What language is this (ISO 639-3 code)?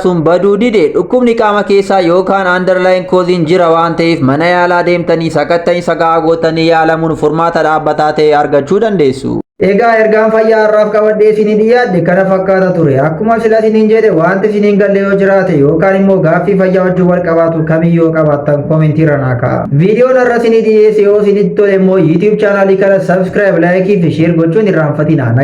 orm